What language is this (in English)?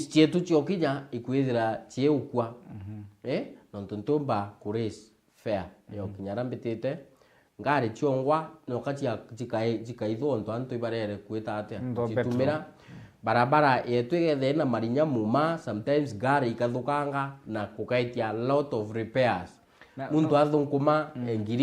Meru